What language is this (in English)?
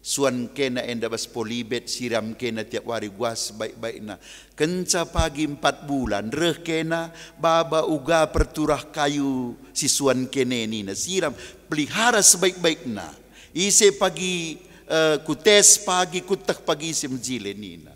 Batak Karo